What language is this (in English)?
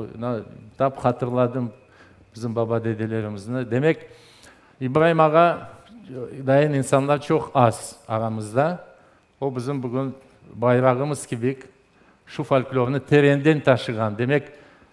Crimean Tatar